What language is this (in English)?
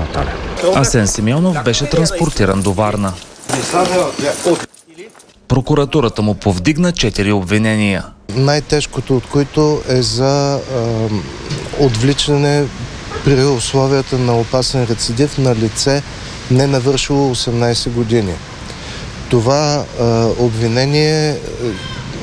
Bulgarian